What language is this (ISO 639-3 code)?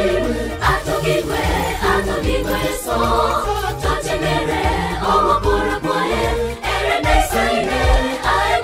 swa